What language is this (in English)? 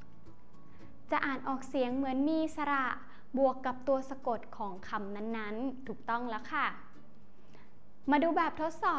Thai